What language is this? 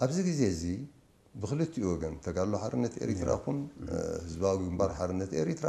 Tigrinya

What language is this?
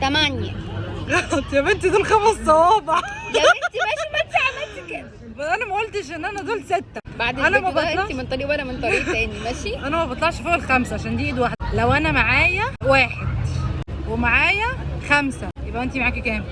Egyptian Arabic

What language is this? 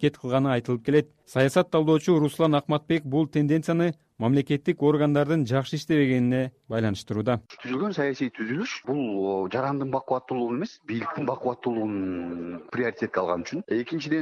Kyrgyz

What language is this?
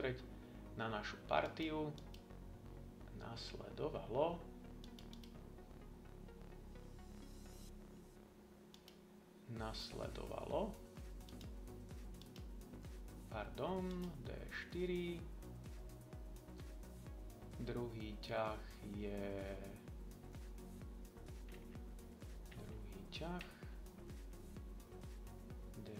Slovak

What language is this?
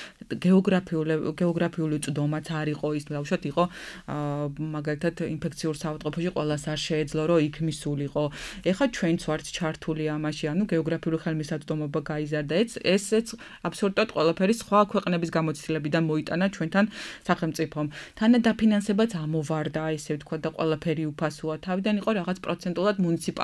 Georgian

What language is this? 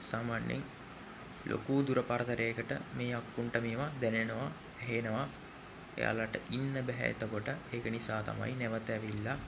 Sinhala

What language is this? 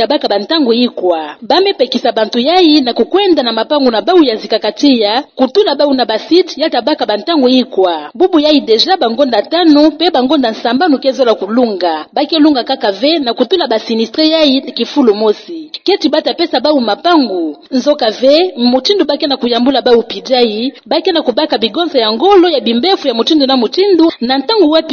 Kituba (Democratic Republic of Congo)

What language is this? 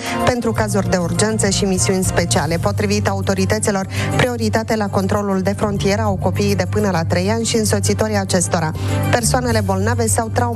Romanian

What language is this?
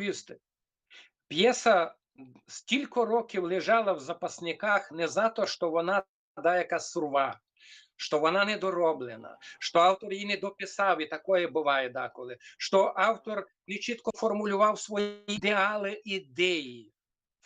Rusyn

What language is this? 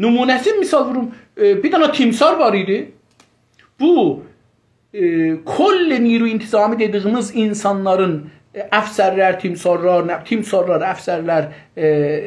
South Azerbaijani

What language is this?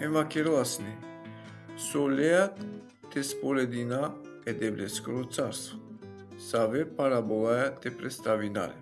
Balkan Romani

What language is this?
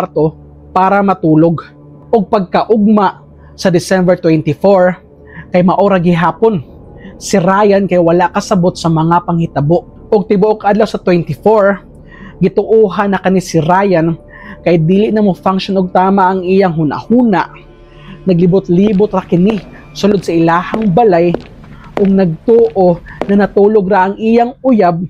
Cebuano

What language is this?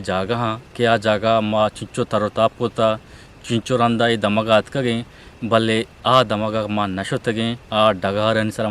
Eastern Balochi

